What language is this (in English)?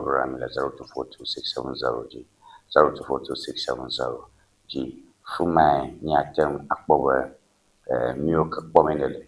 Ewe